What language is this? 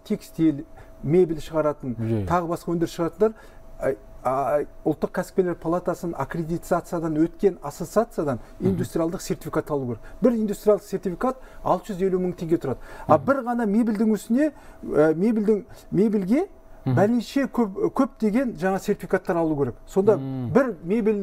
Kazakh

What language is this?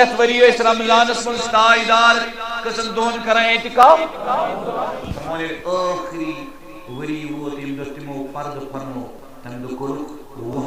Kashmiri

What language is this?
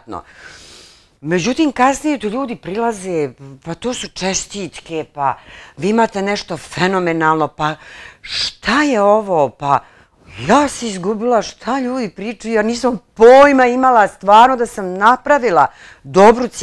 Bosnian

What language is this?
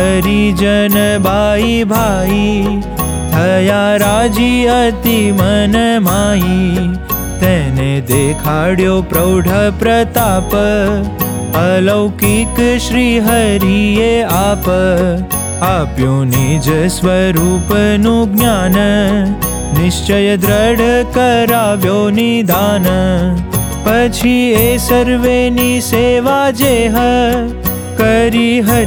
Gujarati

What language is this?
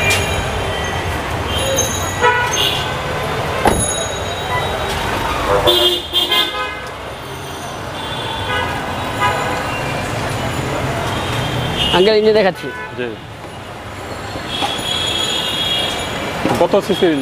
Bangla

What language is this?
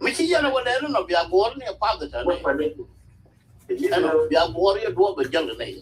Nuer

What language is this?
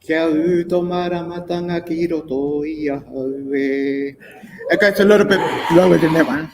Māori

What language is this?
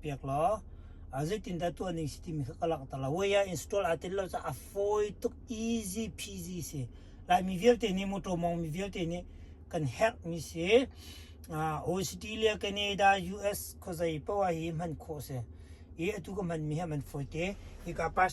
Hakha Chin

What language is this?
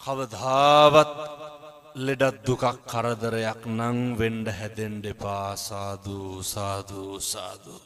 Sinhala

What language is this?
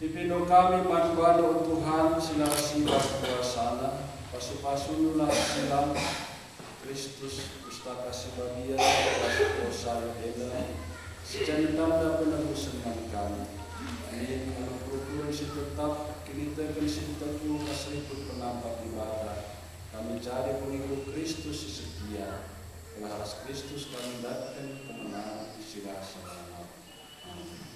Batak Karo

